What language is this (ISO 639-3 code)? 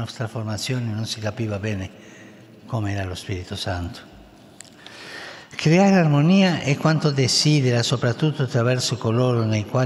ita